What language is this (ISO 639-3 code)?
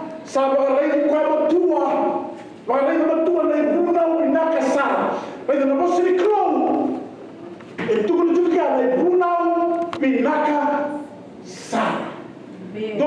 fij